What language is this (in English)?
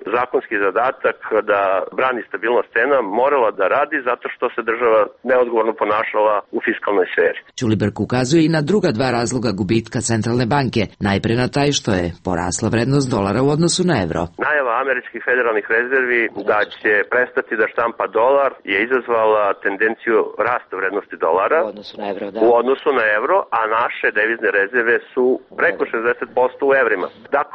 Serbian